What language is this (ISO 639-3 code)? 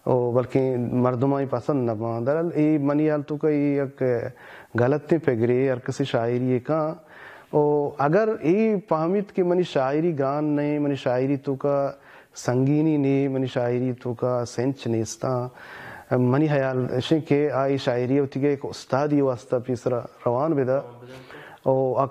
bal